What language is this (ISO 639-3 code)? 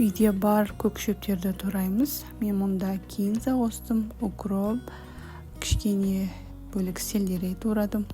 kaz